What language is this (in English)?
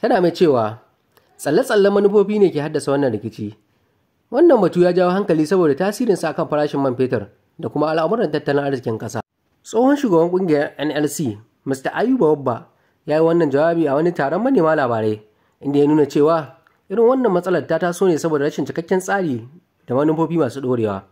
Hausa